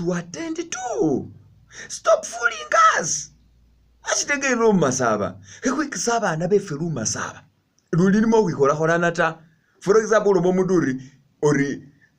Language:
Masaaba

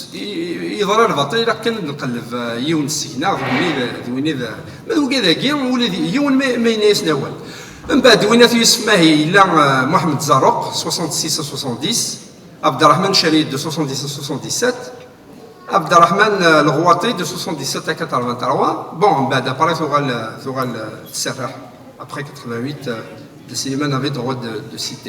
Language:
Kabyle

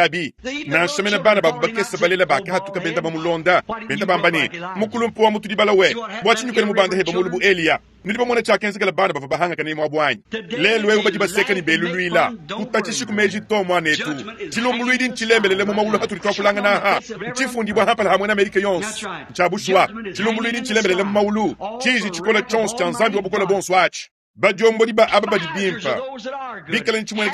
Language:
Luba-Lulua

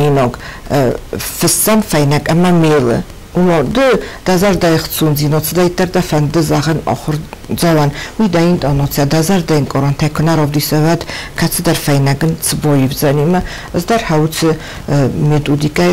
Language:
Ossetic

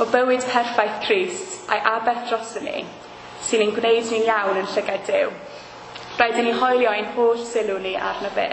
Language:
Welsh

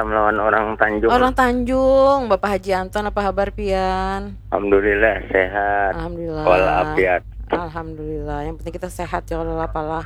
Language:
Banjar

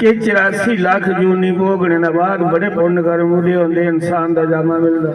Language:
Dogri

